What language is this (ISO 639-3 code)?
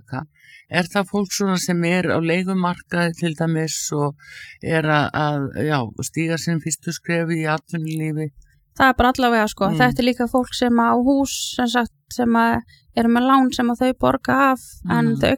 isl